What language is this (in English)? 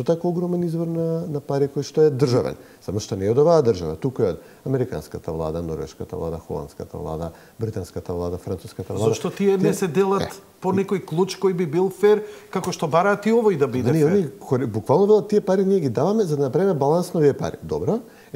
Macedonian